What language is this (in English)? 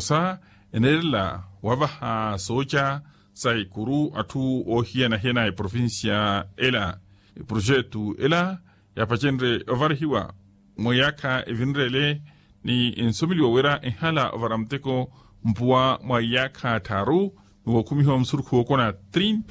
Makhuwa